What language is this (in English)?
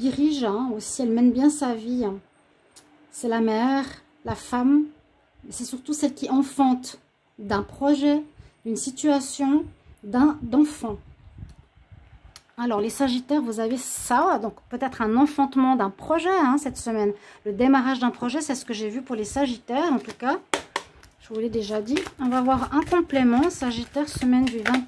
French